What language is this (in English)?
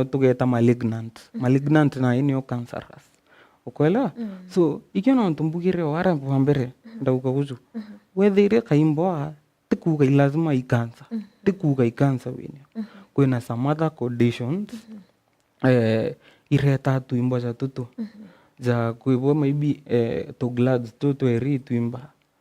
Meru